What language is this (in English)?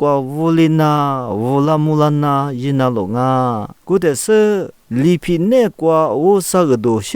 Lisu